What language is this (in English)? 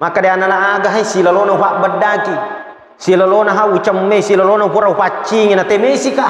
Buginese